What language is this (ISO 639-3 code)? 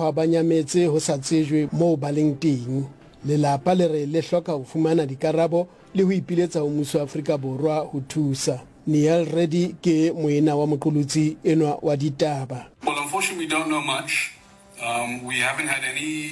sot